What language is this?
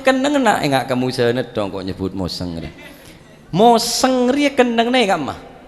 Madurese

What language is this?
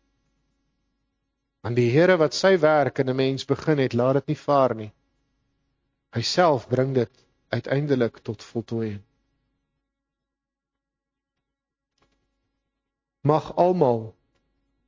Afrikaans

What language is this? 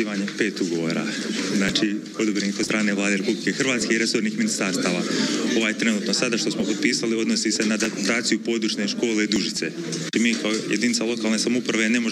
Croatian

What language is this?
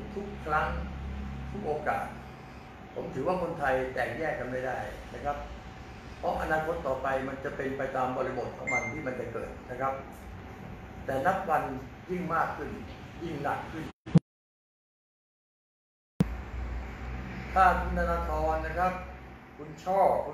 Thai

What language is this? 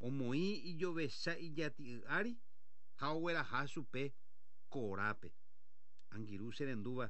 Guarani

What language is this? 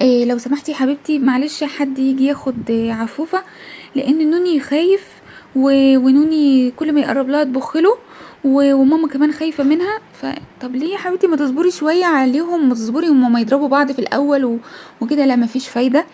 Egyptian Arabic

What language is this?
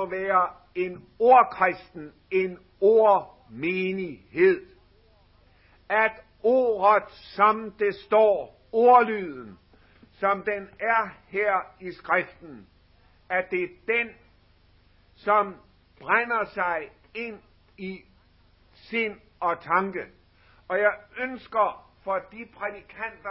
Danish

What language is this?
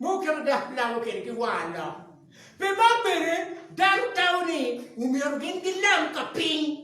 Acoli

